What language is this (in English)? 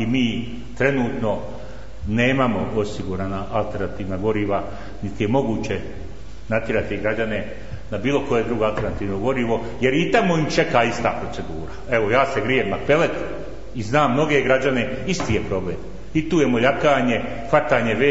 Bosnian